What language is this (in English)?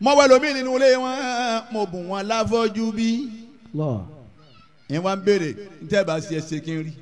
Yoruba